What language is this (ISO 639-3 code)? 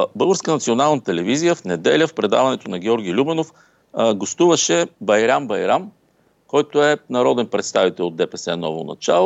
bul